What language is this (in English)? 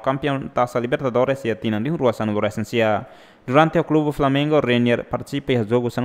Tetum